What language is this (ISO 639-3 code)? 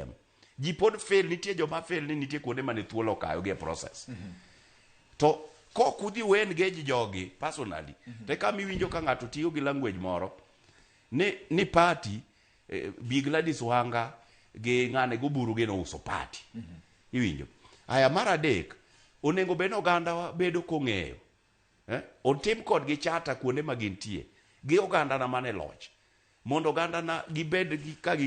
luo